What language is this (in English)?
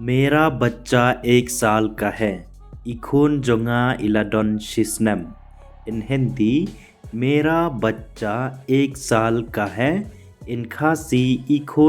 Khasi